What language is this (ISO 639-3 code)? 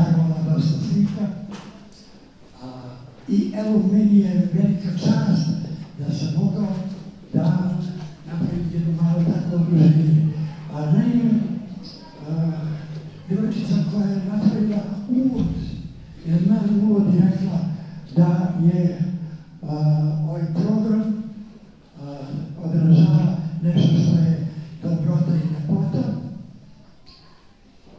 srp